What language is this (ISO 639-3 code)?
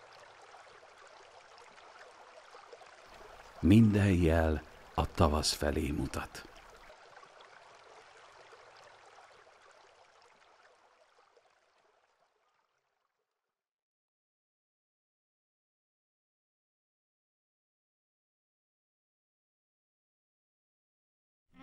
hun